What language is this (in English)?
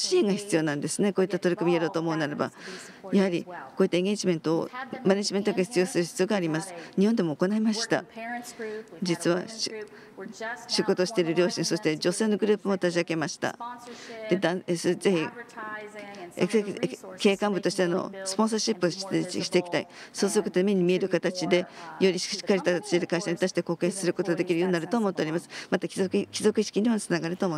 Japanese